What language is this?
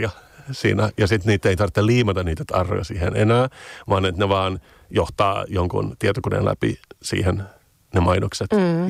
Finnish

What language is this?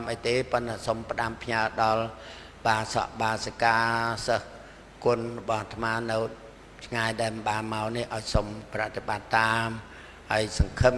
Khmer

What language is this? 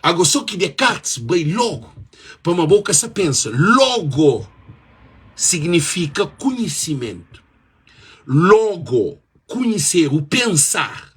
Kabuverdianu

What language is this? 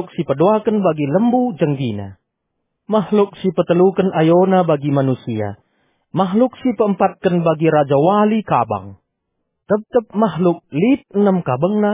Batak Karo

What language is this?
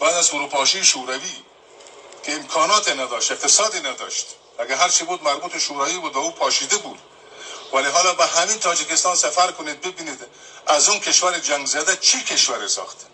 Persian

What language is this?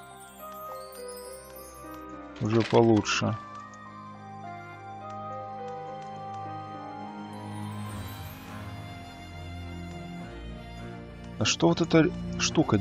Russian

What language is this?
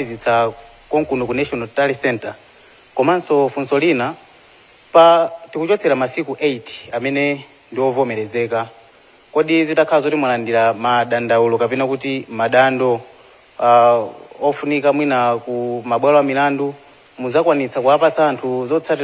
Nyanja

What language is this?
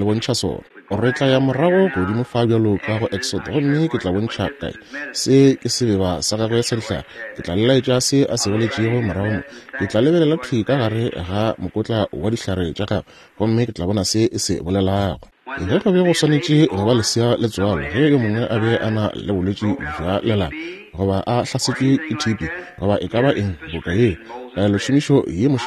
Northern Sotho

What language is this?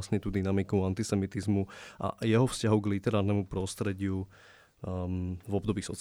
Slovak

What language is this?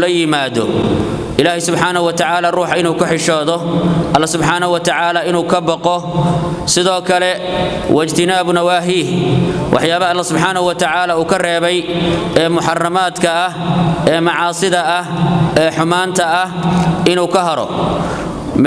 Somali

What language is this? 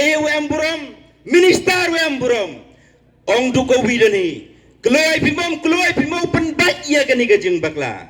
Pnar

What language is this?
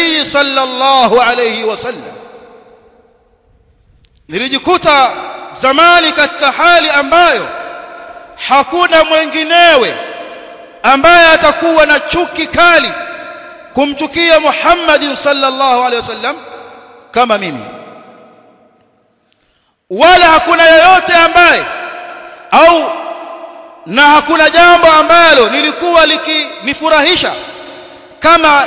Swahili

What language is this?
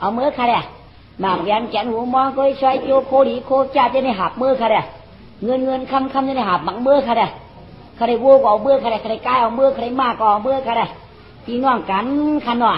Shan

